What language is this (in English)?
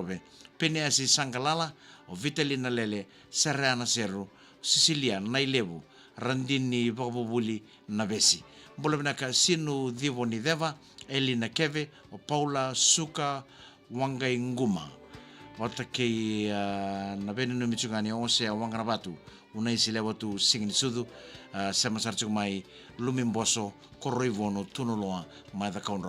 Fijian